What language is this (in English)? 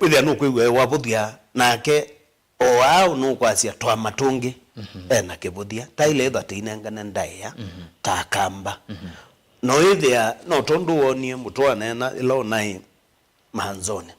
Kamba